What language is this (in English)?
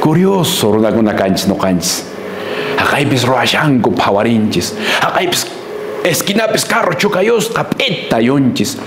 Quechua